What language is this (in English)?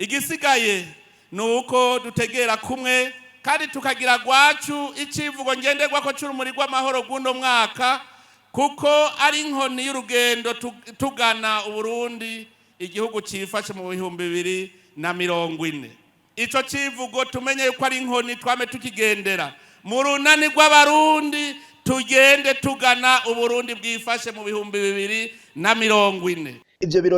Rundi